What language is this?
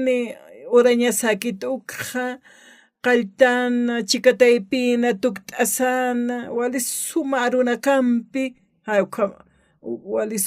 Aymara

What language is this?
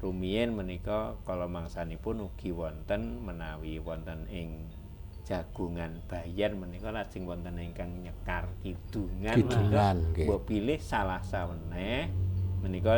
Javanese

